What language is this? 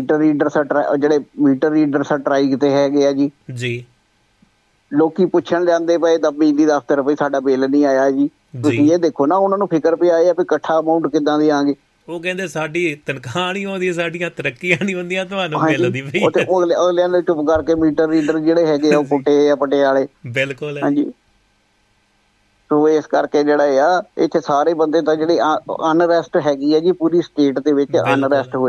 Punjabi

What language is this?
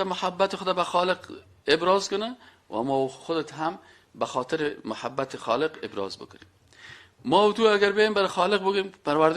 Persian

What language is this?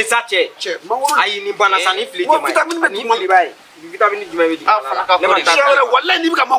Bambara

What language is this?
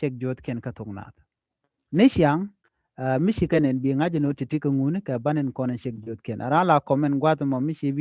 Nuer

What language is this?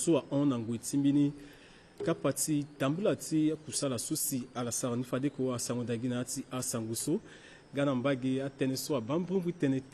Sango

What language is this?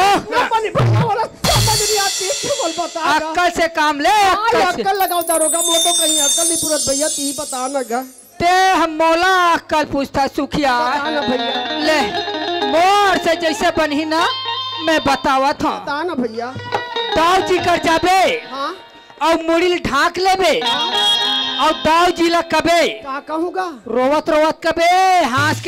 Chhattisgarhi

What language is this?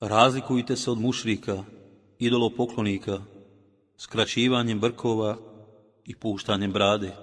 Bosnian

